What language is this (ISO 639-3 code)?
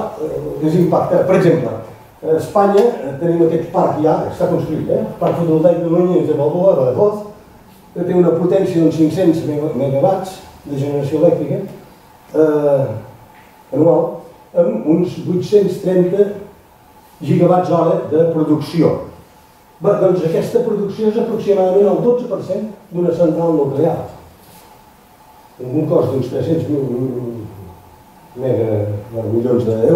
cat